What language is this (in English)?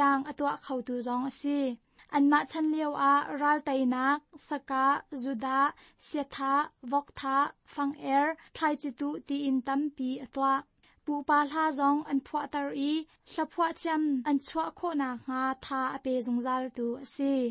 Hakha Chin